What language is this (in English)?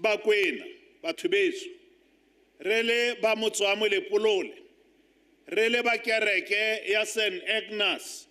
Tswana